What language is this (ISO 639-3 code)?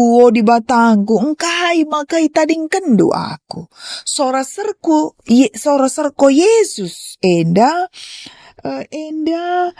btx